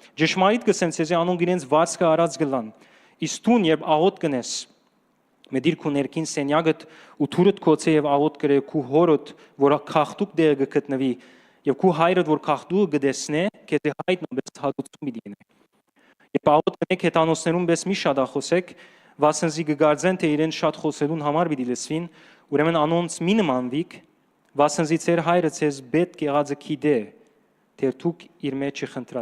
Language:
Western Armenian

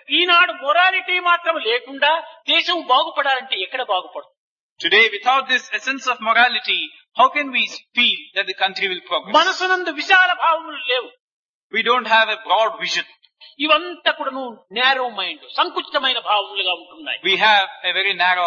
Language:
Telugu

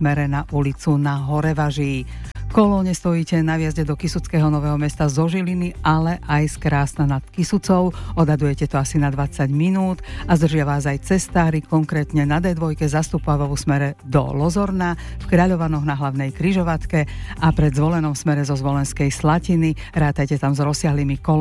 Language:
Slovak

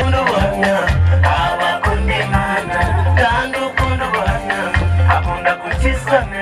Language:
Kinyarwanda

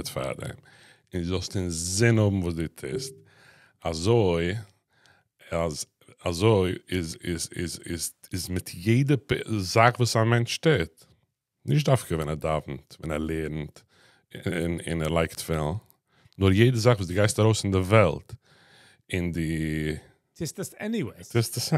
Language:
Yiddish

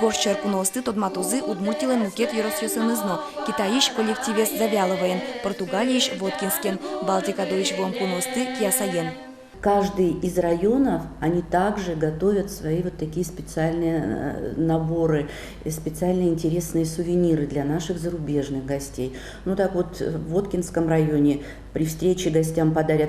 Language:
Udmurt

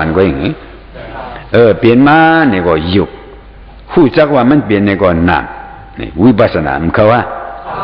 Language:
Shan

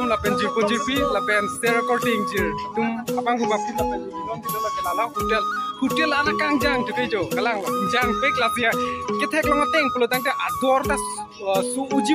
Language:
Karbi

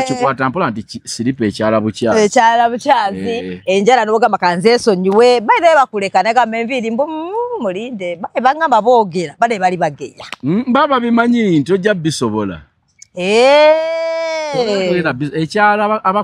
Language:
Ganda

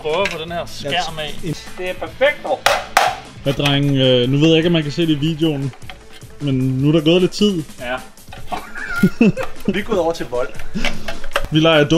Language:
Danish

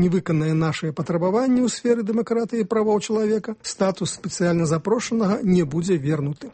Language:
Belarusian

